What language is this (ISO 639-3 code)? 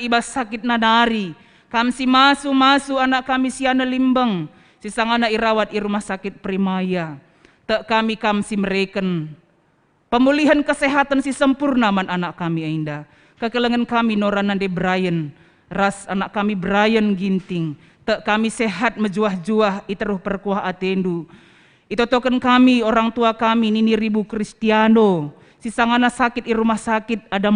btx